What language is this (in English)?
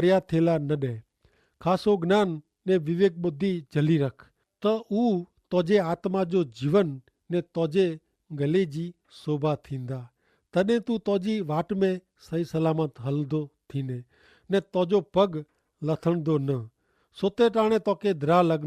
Kachhi